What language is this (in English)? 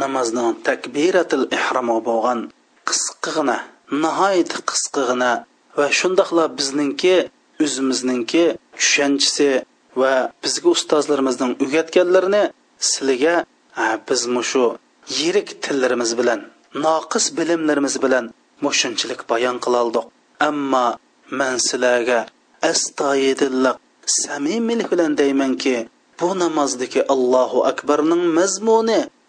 Uyghur